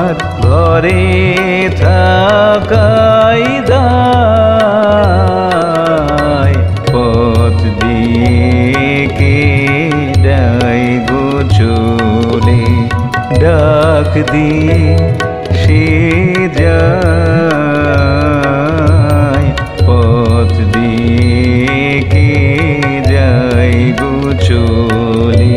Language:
Bangla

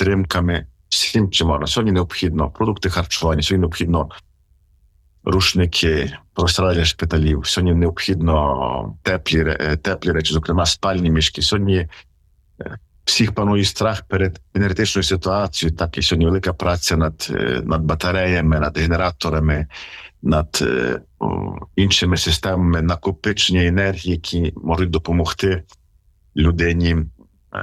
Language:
Ukrainian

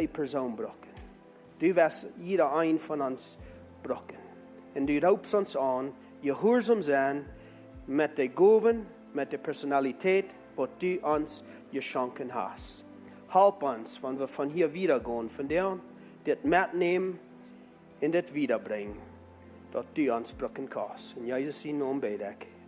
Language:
Plautdietsch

